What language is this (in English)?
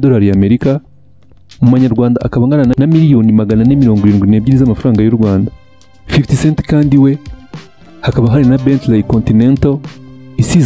Kinyarwanda